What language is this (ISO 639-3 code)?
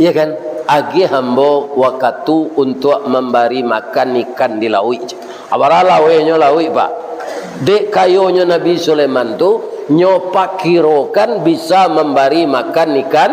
min